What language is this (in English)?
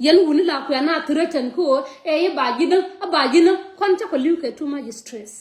Nuer